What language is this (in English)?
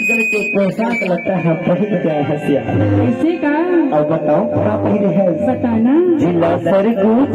Chhattisgarhi